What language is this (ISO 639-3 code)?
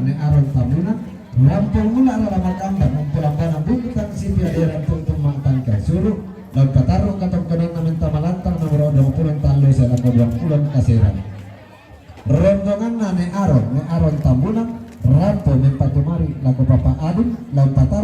sda